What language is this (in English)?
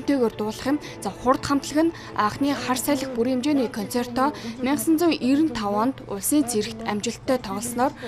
Mongolian